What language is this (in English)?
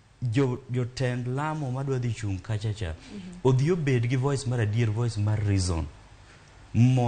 Luo (Kenya and Tanzania)